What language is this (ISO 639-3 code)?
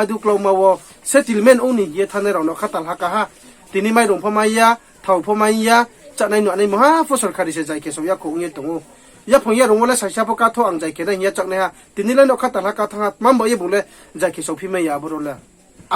ria